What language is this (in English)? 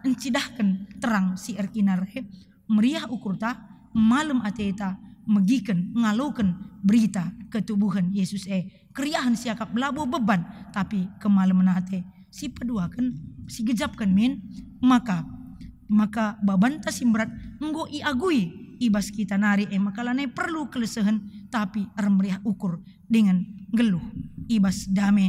Batak Karo